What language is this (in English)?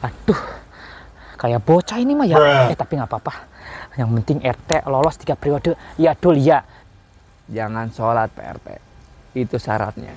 Betawi